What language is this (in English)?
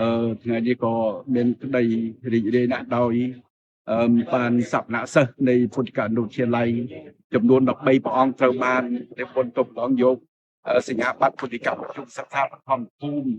Khmer